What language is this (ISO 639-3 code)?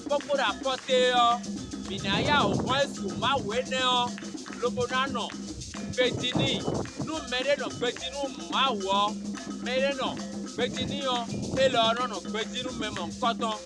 fon